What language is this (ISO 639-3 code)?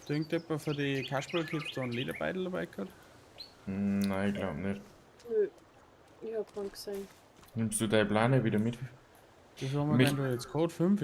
bar